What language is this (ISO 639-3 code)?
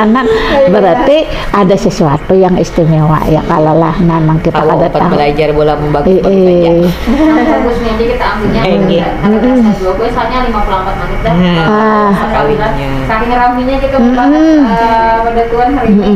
bjn